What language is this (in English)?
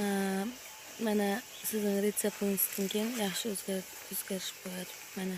Uzbek